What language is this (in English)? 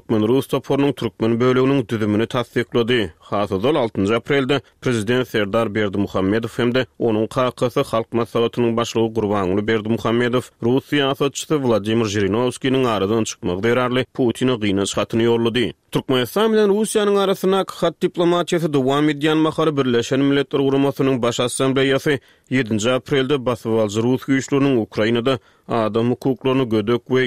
Turkmen